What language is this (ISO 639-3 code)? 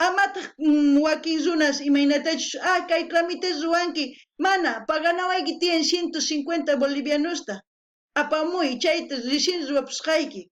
quh